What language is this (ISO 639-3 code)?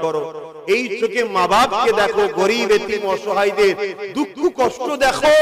ben